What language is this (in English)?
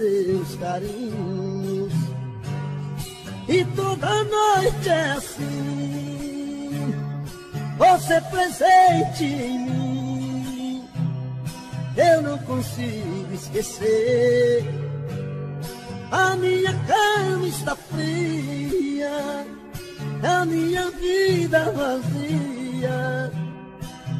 Portuguese